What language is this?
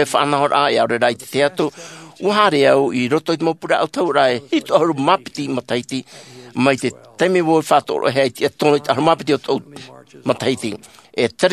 Tahitian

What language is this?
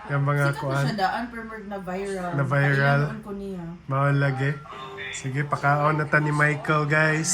Cebuano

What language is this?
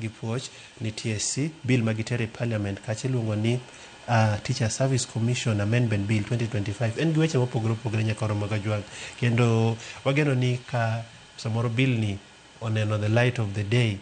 Luo (Kenya and Tanzania)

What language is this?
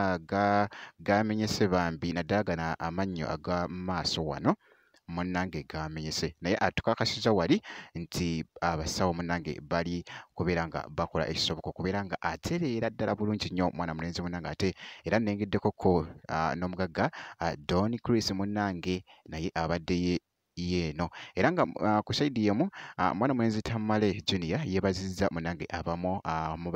Ganda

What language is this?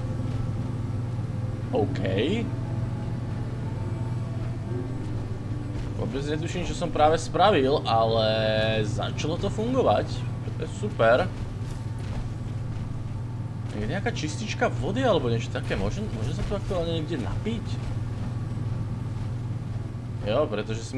Slovak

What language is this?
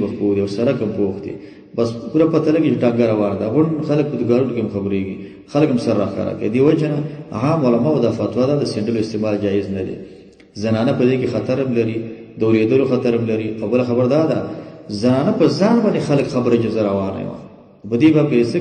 Pashto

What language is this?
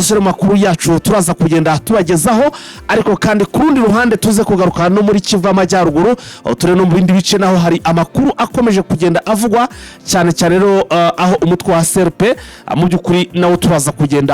Kinyarwanda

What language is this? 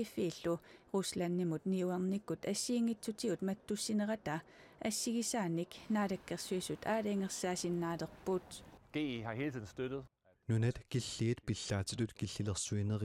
Kalaallisut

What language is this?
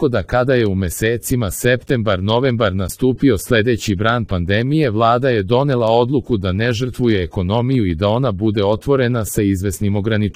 Serbian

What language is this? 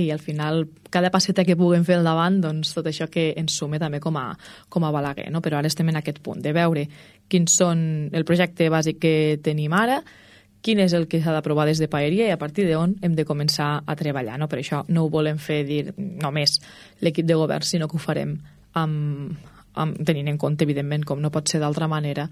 Catalan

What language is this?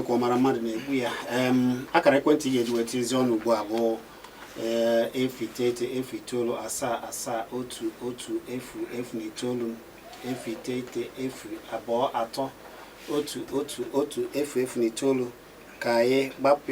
Igbo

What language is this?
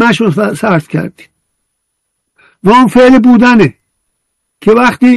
Persian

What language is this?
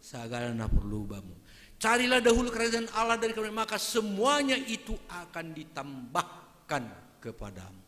Batak Simalungun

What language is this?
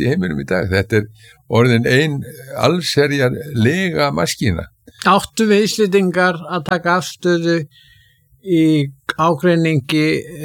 Icelandic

